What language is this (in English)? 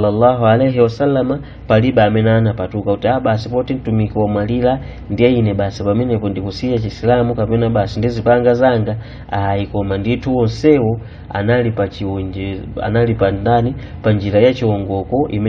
Nyanja